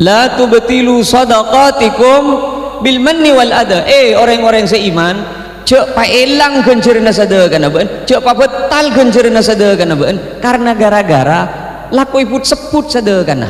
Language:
Madurese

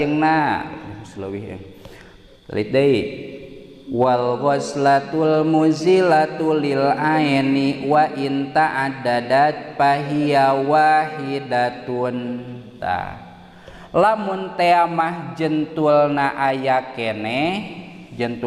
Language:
Sundanese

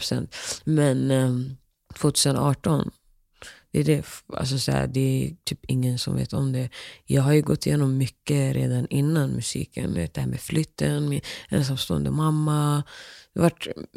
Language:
Swedish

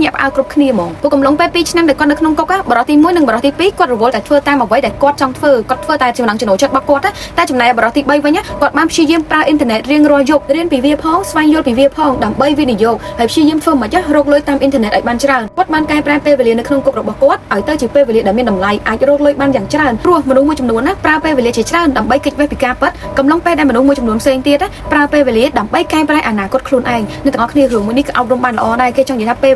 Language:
Khmer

